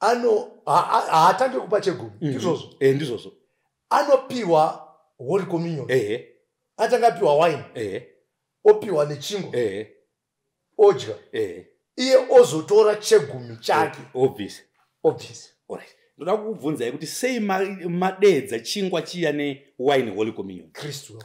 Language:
Shona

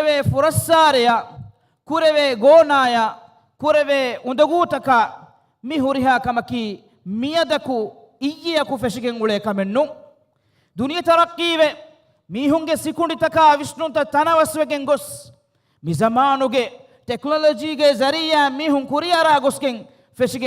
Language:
Divehi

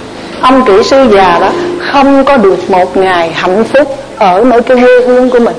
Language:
Vietnamese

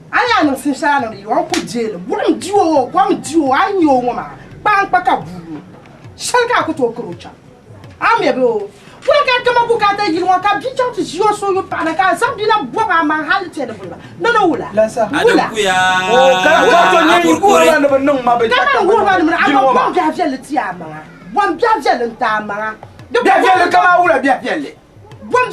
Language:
Dagbani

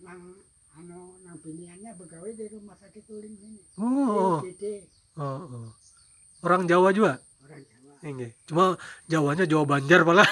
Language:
Banjar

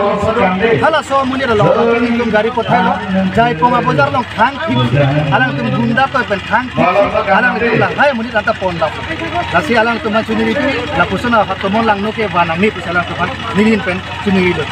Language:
Karbi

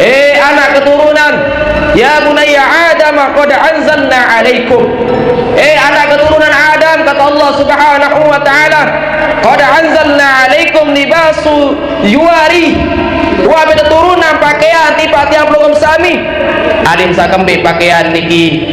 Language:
Sasak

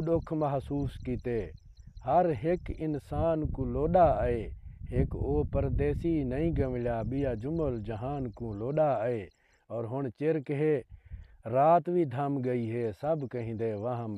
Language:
Saraiki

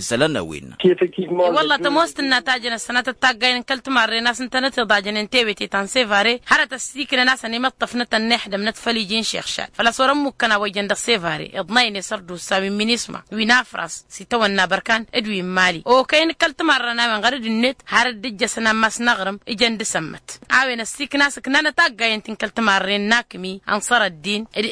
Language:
Tamasheq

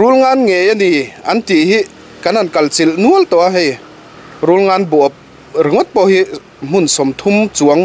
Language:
Mizo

